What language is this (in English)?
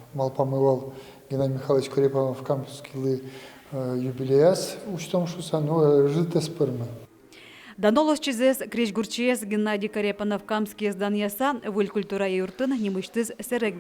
Udmurt